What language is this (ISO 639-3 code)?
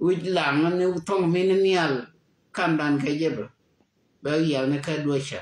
nus